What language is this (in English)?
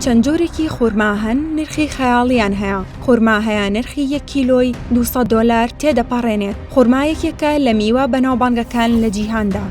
Central Kurdish